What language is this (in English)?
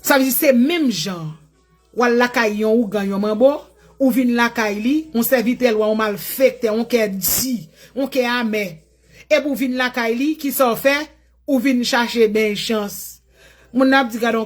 Haitian Creole